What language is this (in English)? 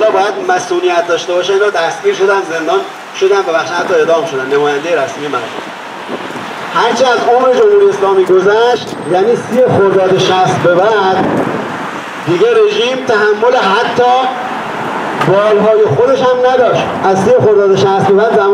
Persian